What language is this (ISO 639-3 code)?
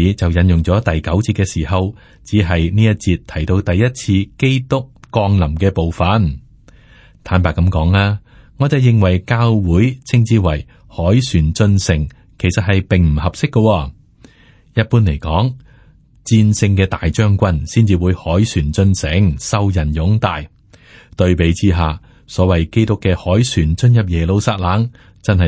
yue